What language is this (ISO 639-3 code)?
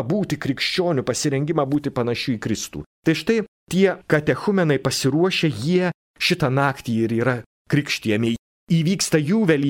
lit